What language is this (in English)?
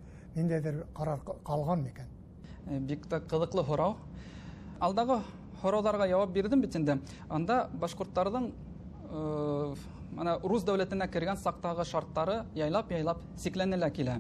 Bashkir